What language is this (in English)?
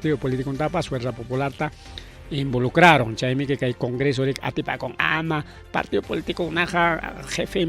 Ayacucho Quechua